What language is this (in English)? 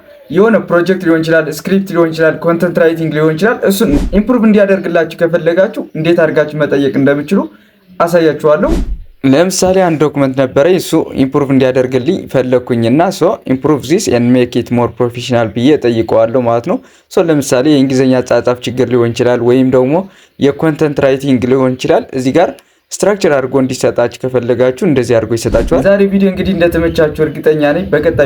Amharic